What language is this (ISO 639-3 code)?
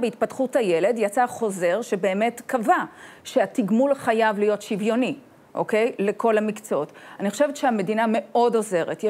heb